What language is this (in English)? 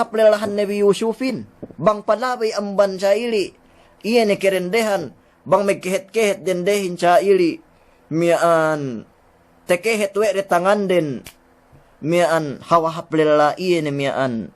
Yakan